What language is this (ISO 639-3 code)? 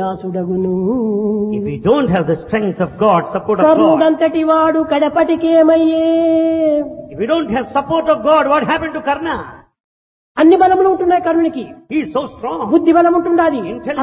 tel